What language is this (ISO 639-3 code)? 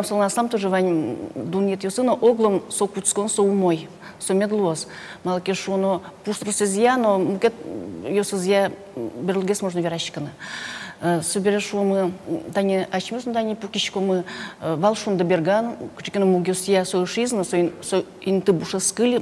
udm